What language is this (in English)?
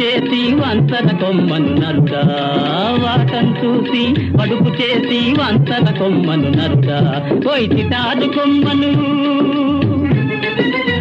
Telugu